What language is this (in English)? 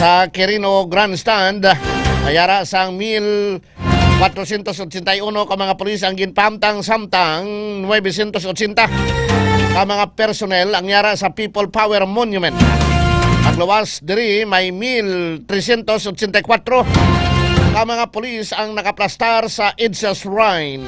Hiligaynon